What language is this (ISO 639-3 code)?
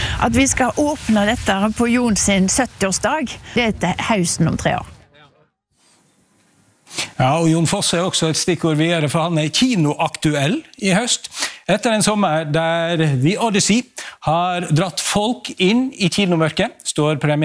nor